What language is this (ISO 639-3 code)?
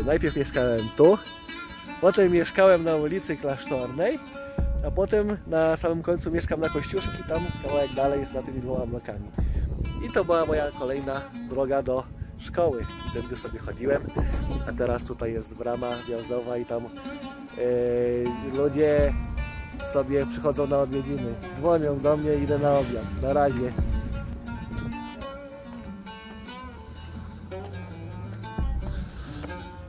pol